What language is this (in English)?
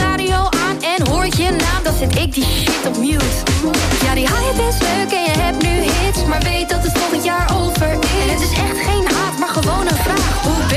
Dutch